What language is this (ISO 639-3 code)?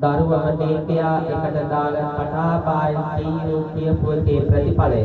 sin